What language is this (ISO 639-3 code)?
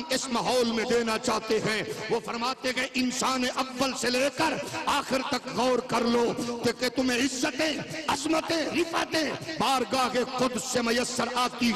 urd